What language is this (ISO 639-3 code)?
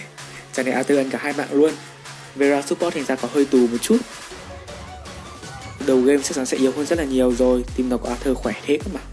vie